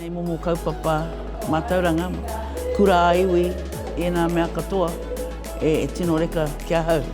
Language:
Māori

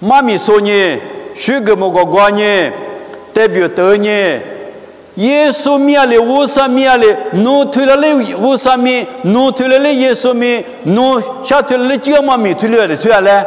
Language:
Lisu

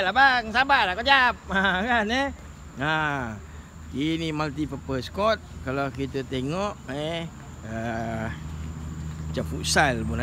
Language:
Malay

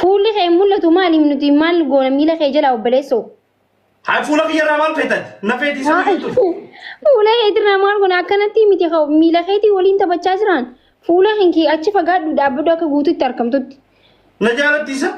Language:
Oromo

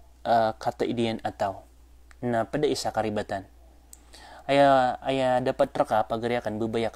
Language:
Maranao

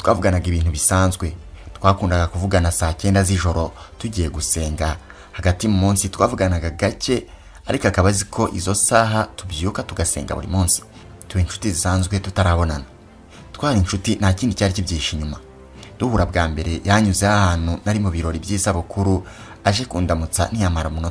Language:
Kinyarwanda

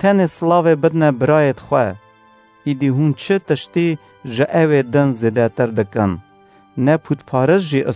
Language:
Kurdish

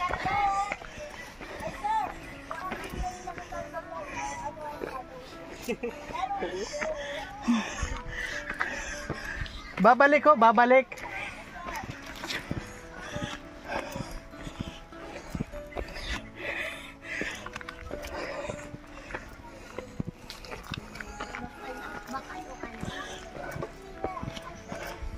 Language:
Filipino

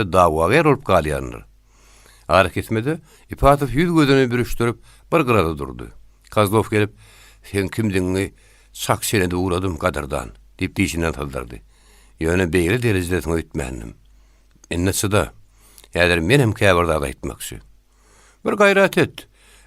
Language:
Turkmen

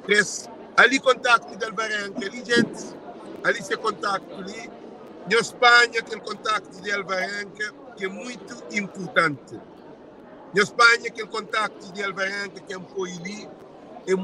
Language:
Kabuverdianu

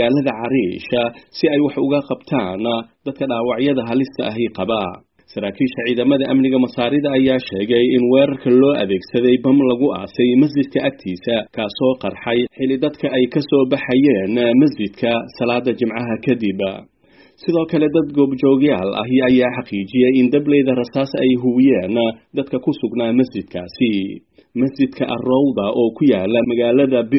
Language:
Somali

